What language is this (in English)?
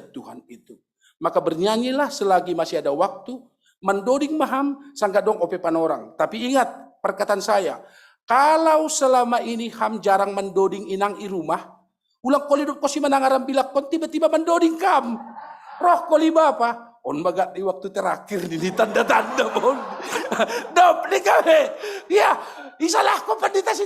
Batak Simalungun